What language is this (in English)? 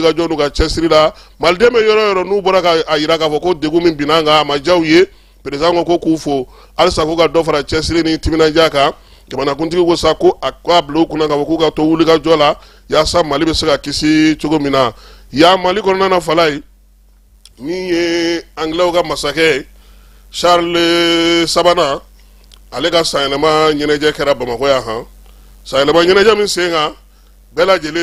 Bambara